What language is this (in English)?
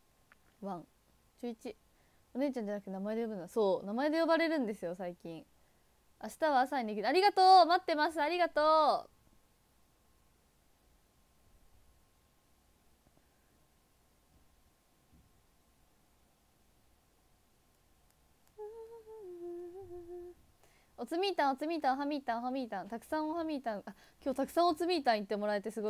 Japanese